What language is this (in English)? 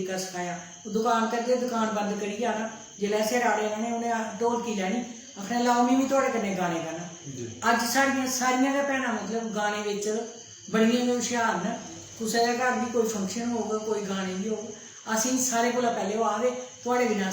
Dogri